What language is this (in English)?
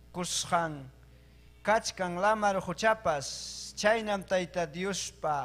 Ayacucho Quechua